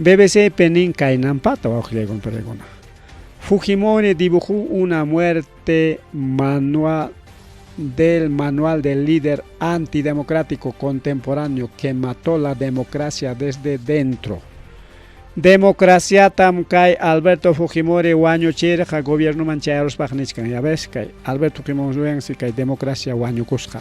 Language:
Ayacucho Quechua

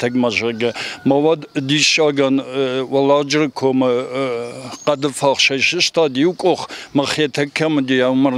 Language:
Ossetic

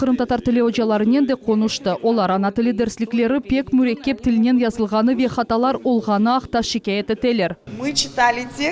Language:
Crimean Tatar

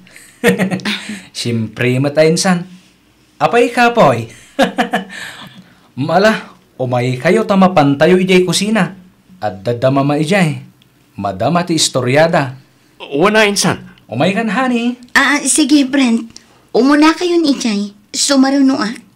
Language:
Iloko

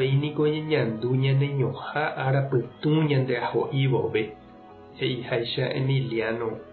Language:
Guarani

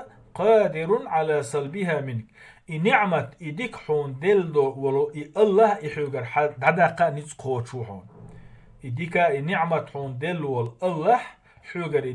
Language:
Chechen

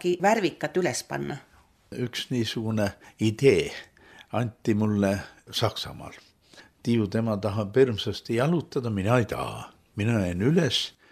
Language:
Estonian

